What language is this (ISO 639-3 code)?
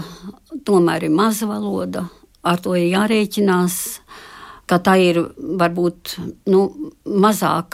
lav